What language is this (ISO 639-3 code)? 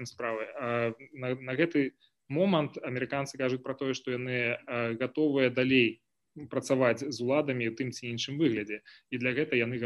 bel